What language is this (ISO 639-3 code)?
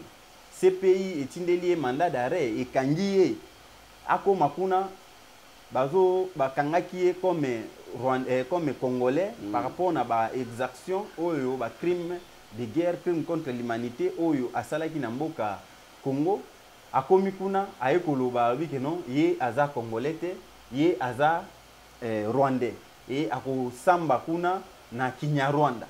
lin